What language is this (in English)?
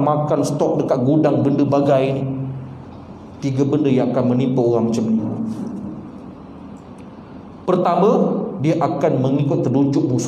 Malay